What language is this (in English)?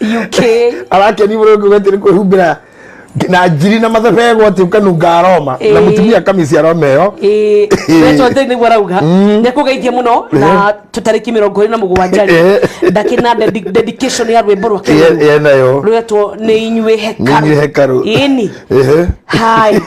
Kikuyu